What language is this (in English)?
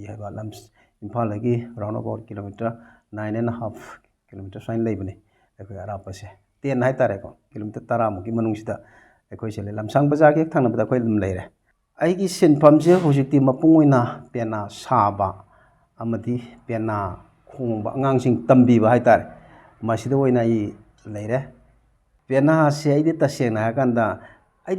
Manipuri